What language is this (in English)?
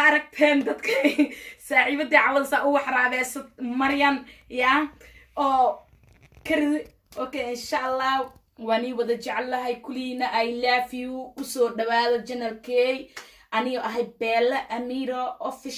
Somali